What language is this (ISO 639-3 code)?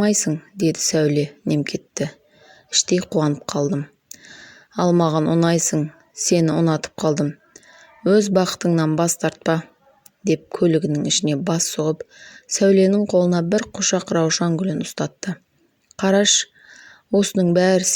kaz